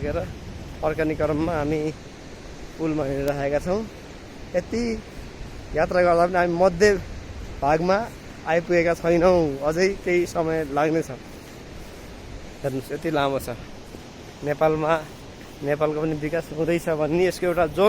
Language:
Nepali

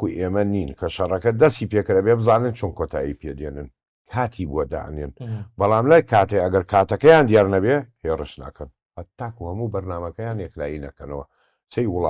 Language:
Central Kurdish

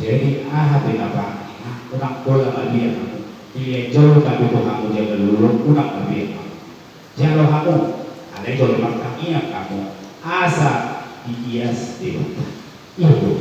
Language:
Batak Toba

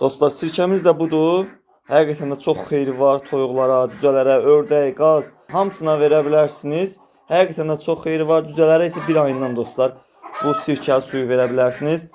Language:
Azerbaijani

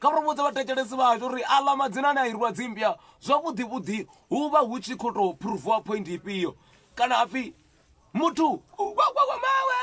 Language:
Venda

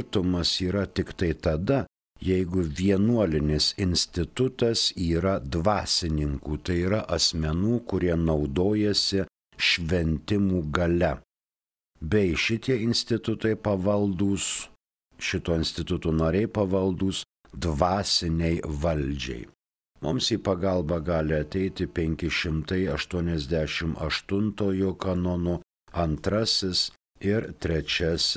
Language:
Lithuanian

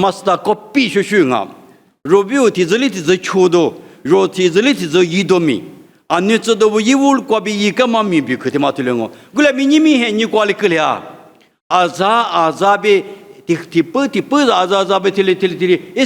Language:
Lisu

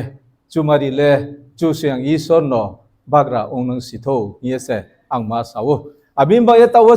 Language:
Riang (India)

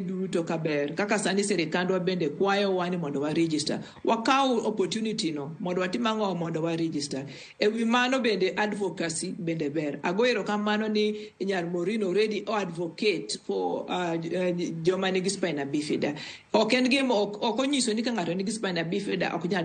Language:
Luo (Kenya and Tanzania)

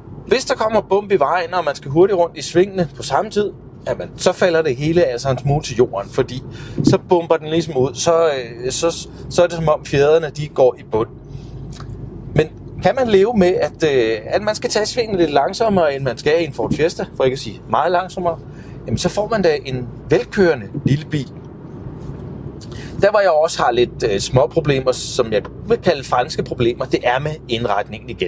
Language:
Danish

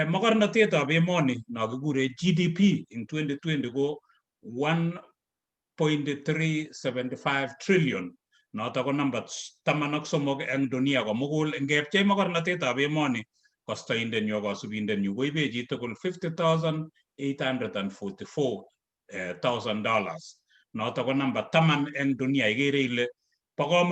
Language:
Kalenjin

